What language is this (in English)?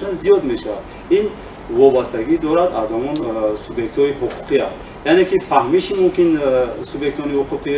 Tajik